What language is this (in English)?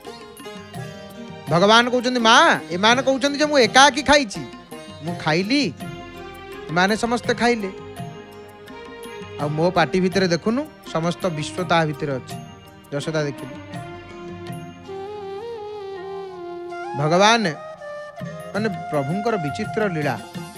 Odia